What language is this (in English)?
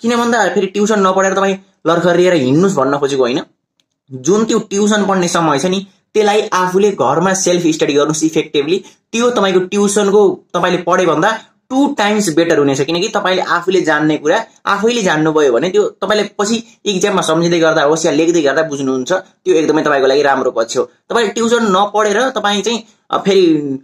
Nepali